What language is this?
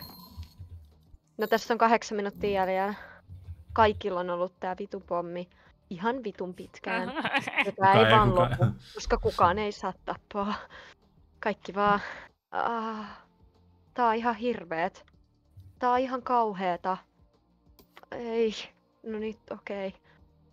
Finnish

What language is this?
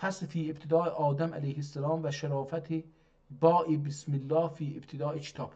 South Azerbaijani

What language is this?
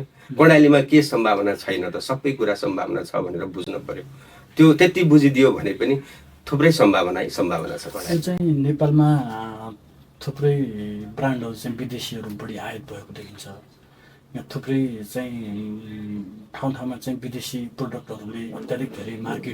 Nepali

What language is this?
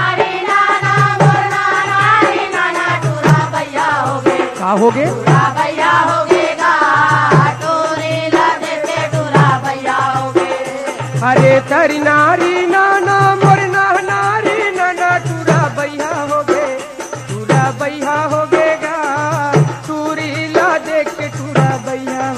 Chhattisgarhi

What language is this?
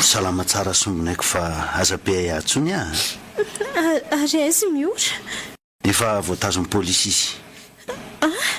Malagasy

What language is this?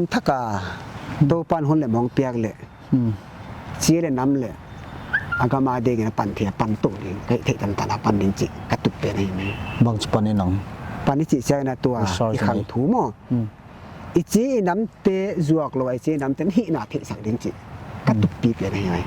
Paite Chin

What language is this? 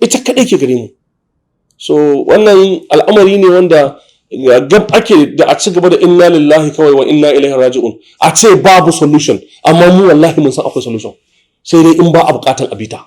Hausa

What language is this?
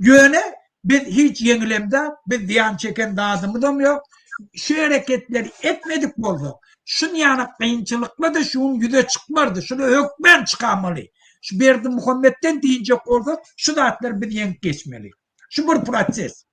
Turkmen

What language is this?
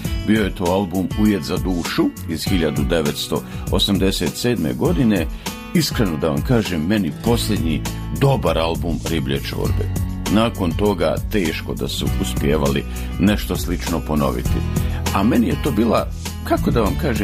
Bosnian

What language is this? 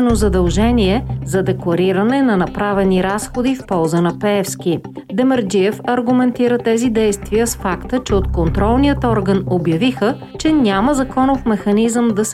Bulgarian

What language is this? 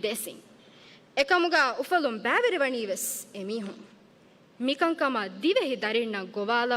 Divehi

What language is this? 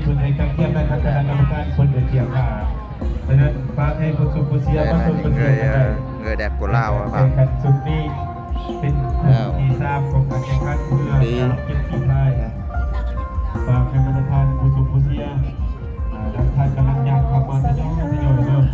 Lao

